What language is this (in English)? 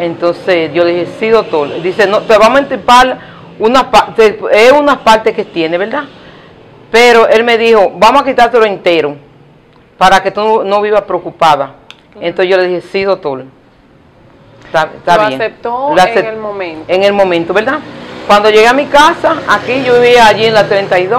Spanish